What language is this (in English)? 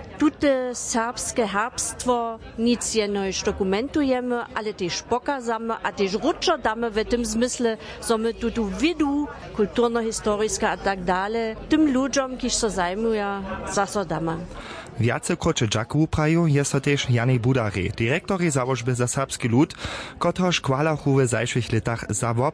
Upper Sorbian